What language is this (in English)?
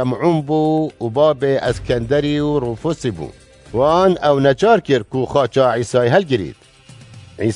Kurdish